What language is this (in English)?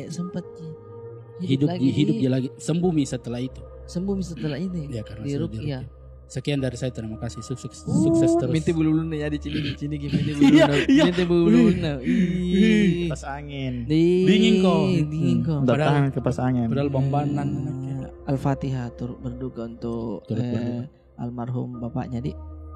Makassar Malay